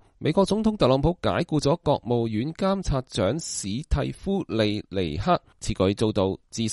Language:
Cantonese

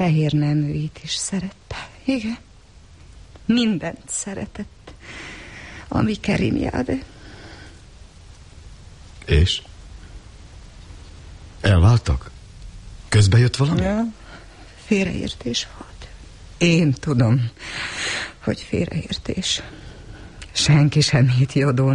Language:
Hungarian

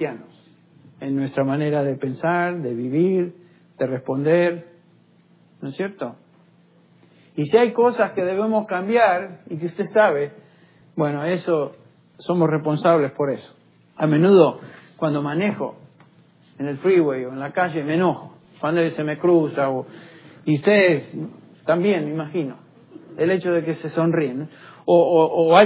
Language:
Spanish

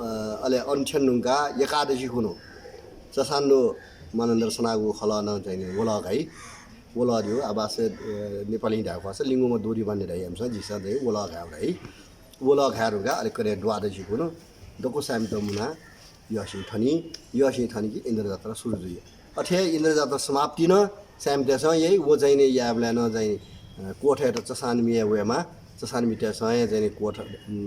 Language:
Newari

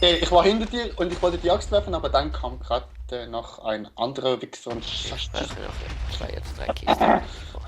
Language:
Swiss German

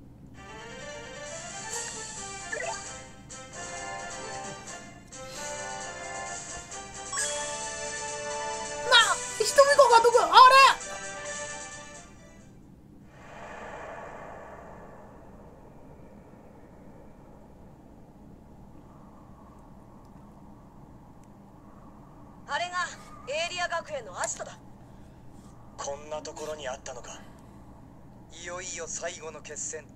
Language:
Japanese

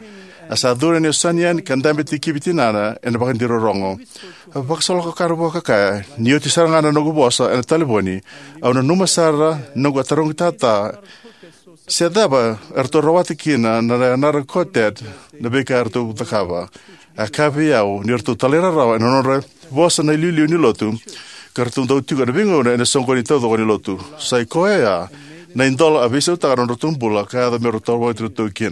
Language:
Fijian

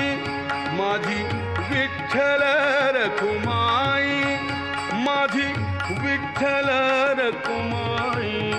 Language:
Marathi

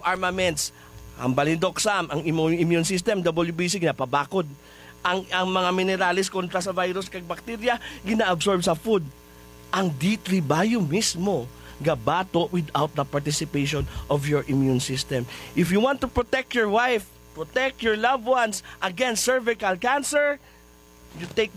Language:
Hiligaynon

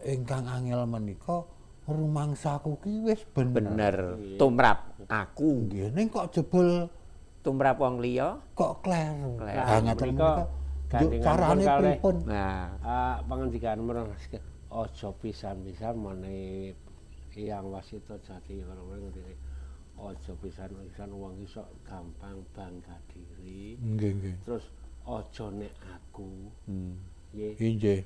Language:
Javanese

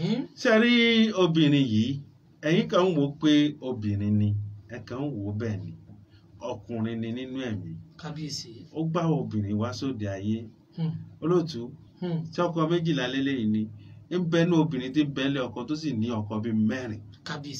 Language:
Yoruba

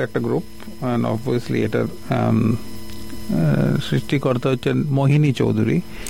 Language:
Bangla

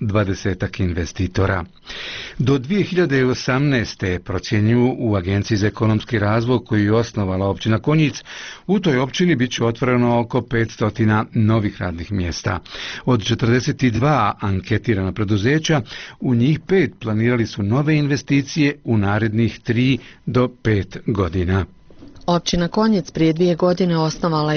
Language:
Bosnian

